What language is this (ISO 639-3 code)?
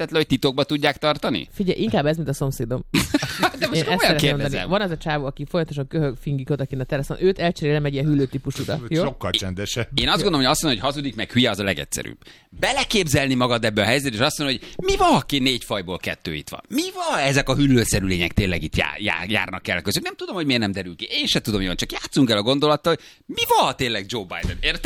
hun